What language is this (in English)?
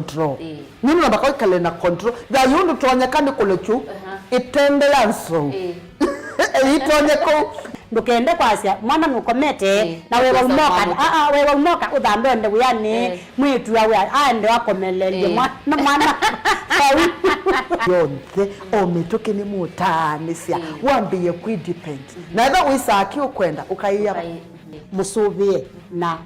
Kamba